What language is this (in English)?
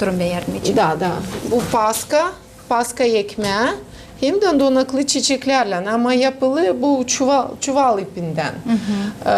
Gagauz